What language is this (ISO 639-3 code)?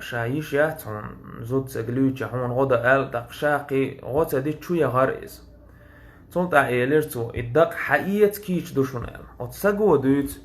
che